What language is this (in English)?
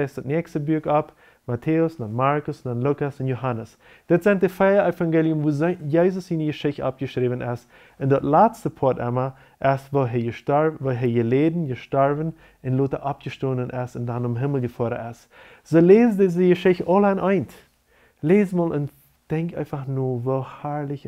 Plautdietsch